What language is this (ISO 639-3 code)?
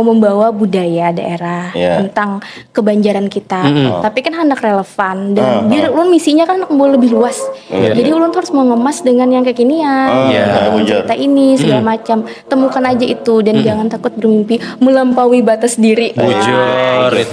bjn